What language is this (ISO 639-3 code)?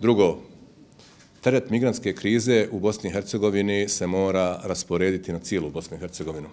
bos